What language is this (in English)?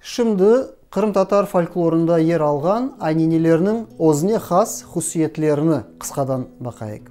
Crimean Tatar